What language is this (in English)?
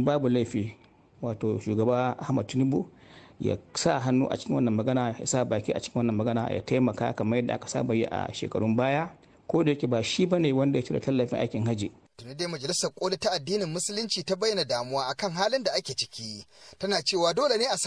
Hausa